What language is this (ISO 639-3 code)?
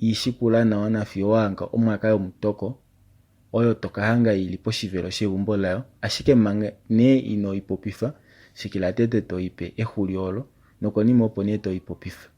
kua